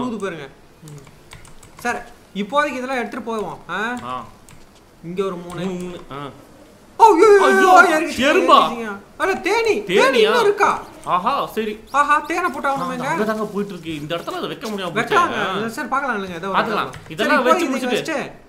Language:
Tamil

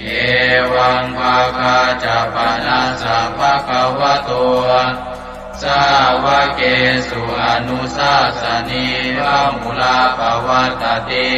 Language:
Pali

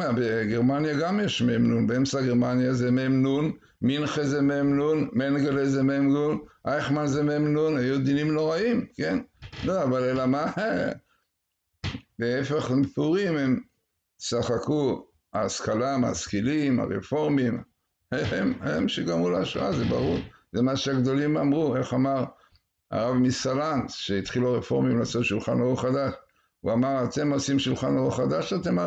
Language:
Hebrew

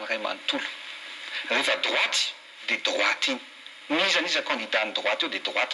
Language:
Malagasy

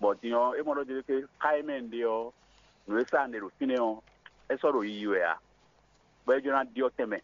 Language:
Fon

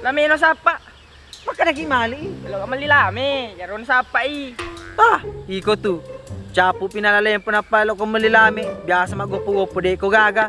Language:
Buginese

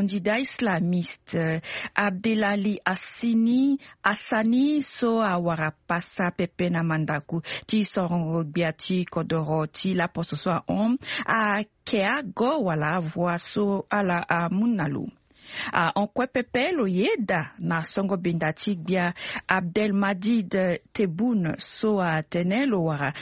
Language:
Sango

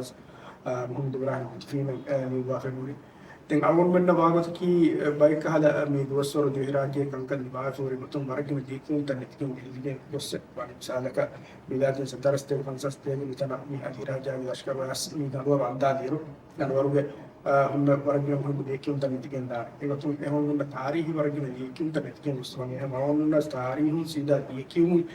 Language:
Divehi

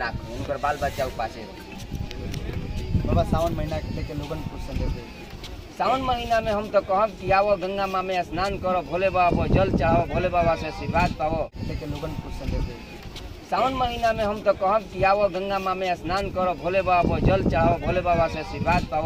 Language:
Bhojpuri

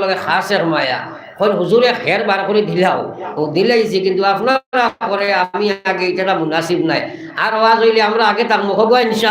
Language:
Sylheti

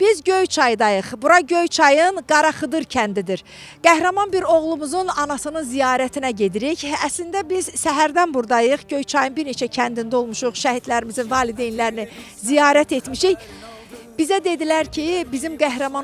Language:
Azerbaijani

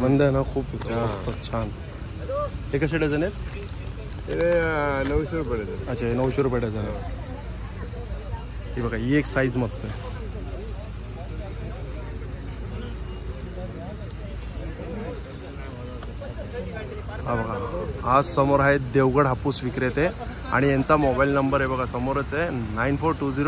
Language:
Marathi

